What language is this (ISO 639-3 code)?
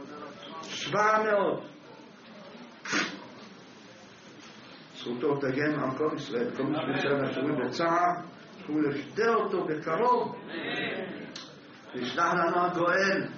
heb